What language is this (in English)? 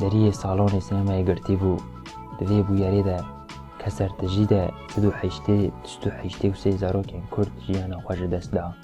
Kurdish